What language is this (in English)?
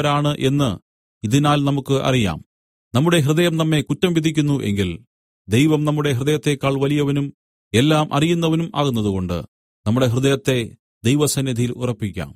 Malayalam